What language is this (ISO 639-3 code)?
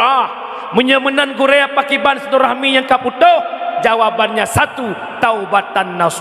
ace